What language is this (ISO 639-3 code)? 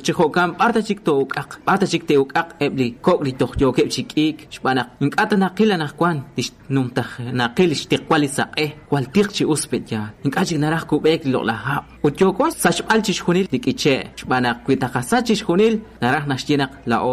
kek